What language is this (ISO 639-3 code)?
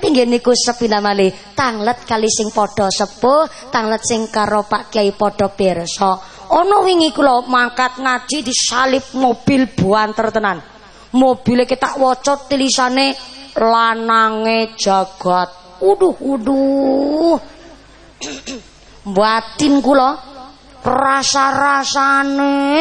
jav